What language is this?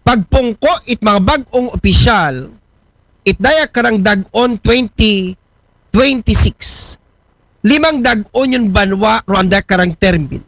Aklanon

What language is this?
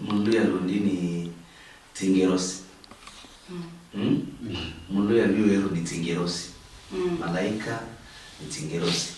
Luyia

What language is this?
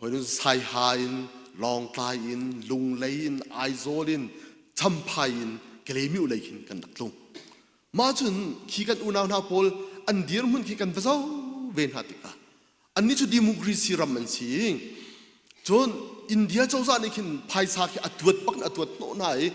Hakha Chin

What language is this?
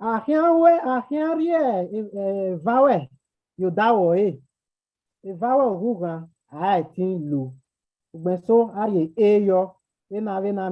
Bini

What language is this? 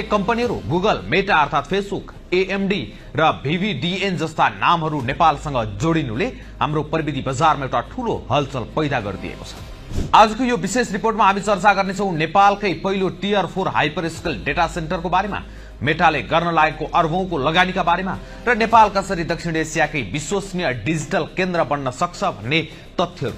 Nepali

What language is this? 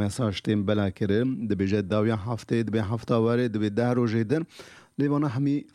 Kurdish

